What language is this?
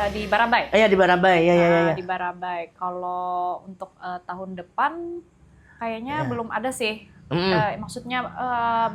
Banjar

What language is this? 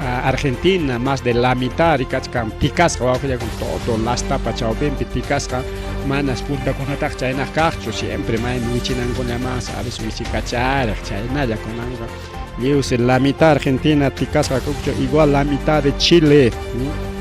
Ayacucho Quechua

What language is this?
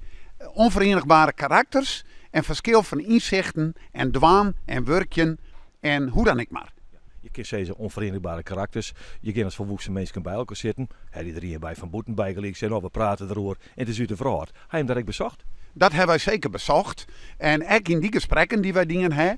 Western Frisian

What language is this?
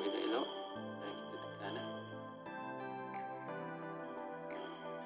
Malay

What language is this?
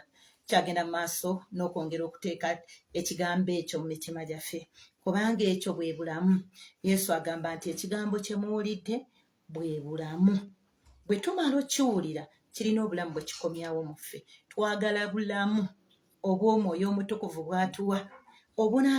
Ganda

